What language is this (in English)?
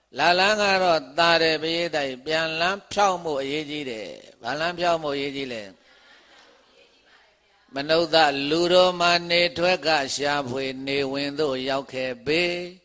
Burmese